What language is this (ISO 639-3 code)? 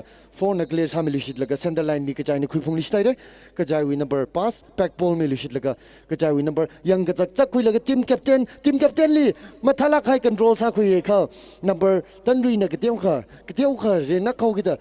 nmf